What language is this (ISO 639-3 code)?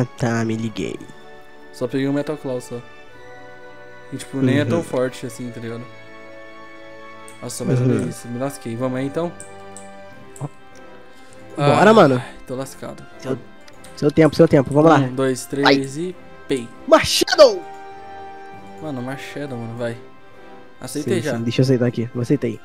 por